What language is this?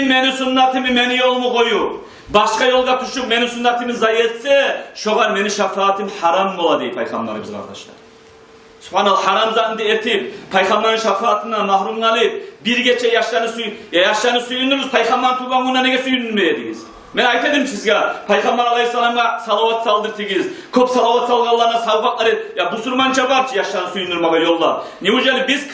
Kumyk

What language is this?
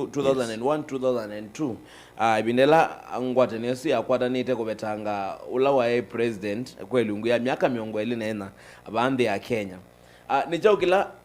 Kamba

